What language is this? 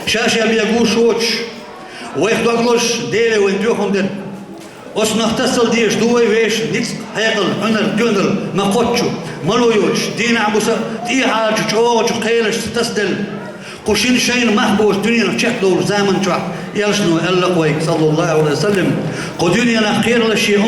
Chechen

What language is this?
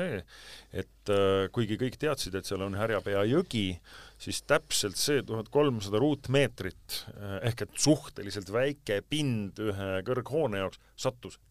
Estonian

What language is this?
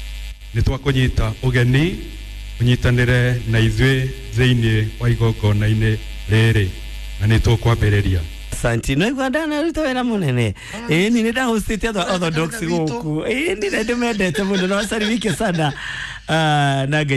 Kikuyu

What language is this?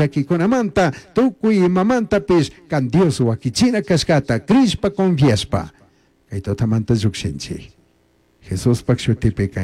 Chimborazo Highland Quichua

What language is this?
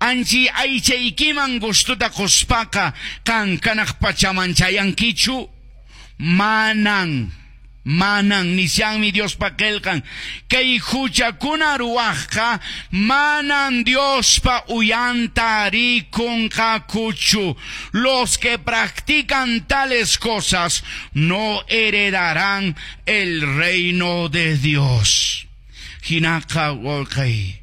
Quechua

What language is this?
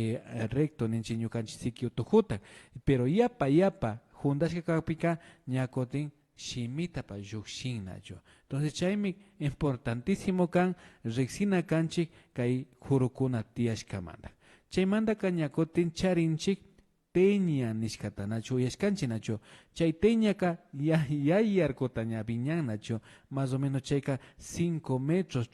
Imbabura Highland Quichua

